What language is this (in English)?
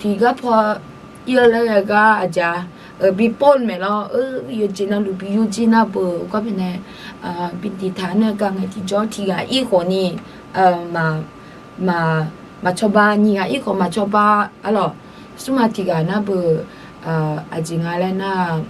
Akha